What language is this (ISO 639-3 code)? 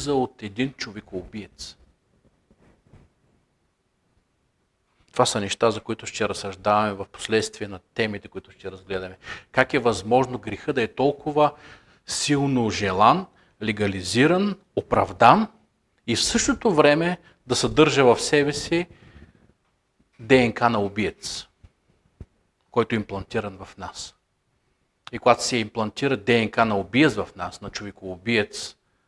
bul